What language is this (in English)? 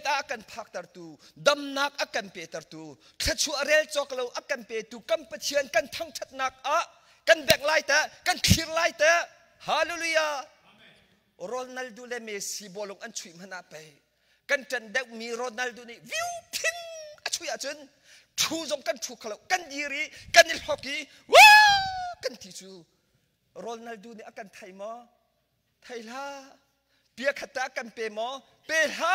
Hakha Chin